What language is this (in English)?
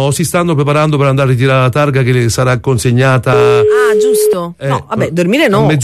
Italian